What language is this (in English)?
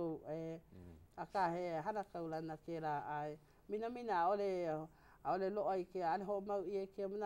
Hawaiian